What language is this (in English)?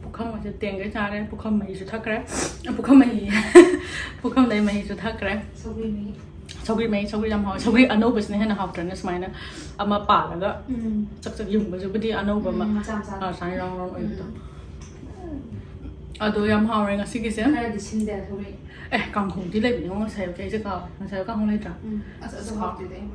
Manipuri